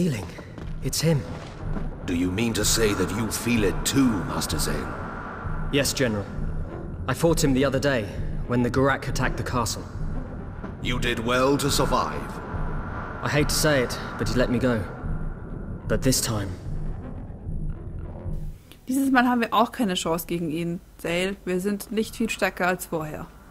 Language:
German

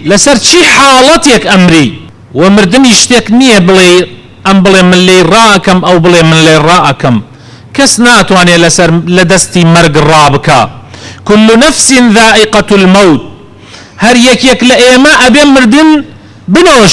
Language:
Central Kurdish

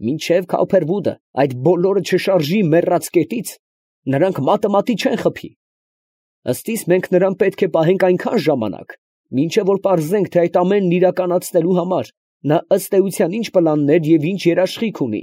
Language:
Armenian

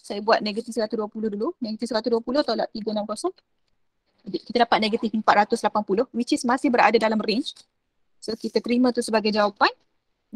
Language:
Malay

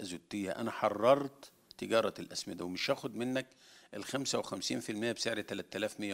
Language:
Egyptian Arabic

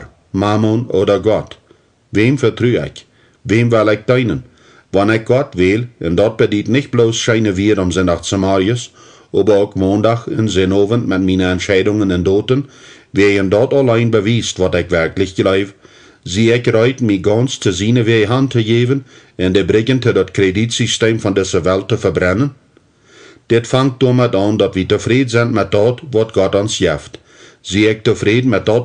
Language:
Plautdietsch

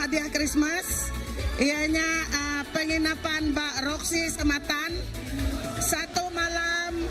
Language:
Iban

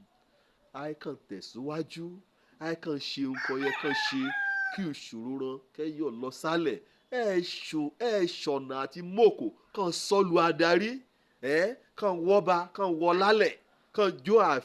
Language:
Yoruba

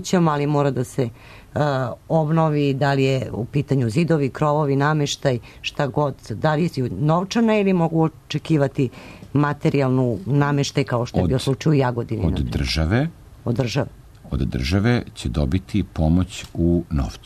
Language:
Serbian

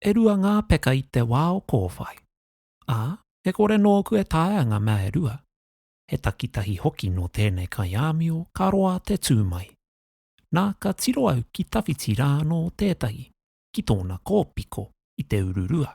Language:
Māori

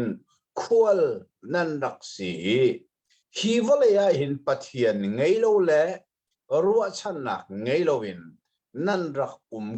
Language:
Hakha Chin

